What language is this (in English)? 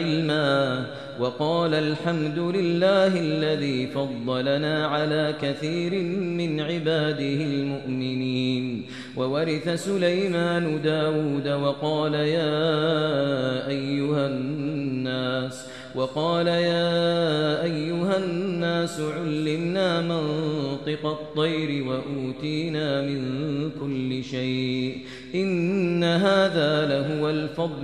Arabic